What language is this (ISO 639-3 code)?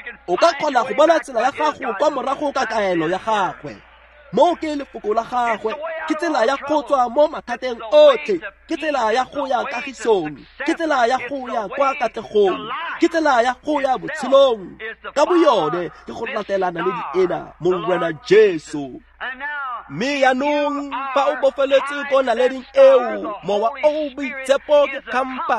tsn